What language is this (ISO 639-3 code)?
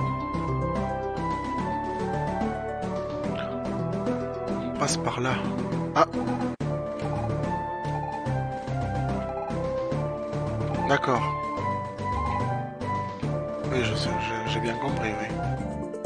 fra